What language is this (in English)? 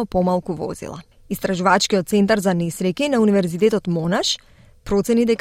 Macedonian